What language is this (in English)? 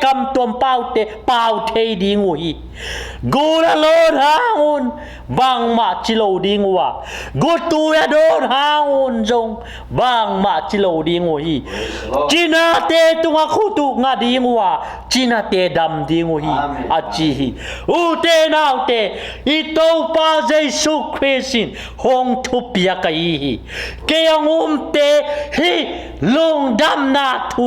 Tedim Chin